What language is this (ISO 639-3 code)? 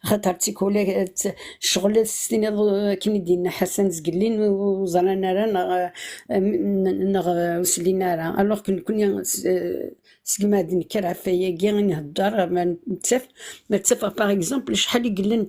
kab